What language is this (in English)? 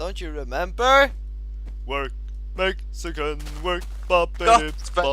Faroese